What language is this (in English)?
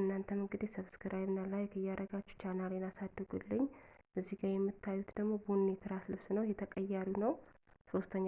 Amharic